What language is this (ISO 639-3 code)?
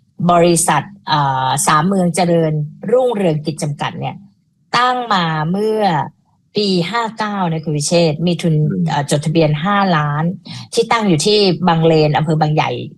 tha